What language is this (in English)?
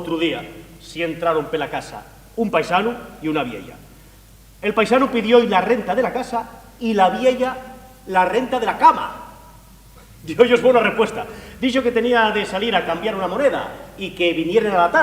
Asturian